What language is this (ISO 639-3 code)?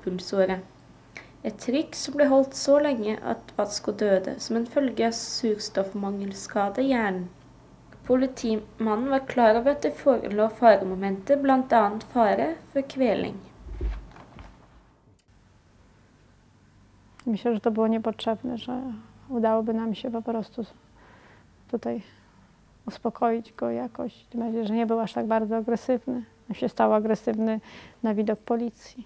nor